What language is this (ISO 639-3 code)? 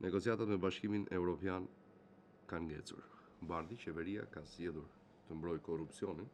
sqi